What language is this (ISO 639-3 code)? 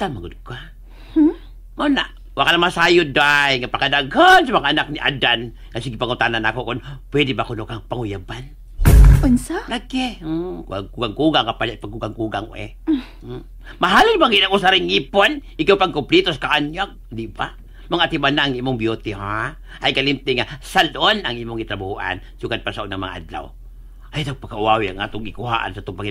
ceb